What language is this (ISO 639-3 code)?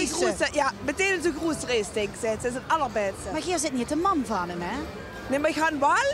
lim